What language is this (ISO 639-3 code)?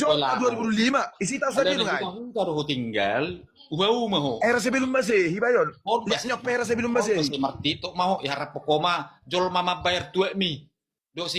bbc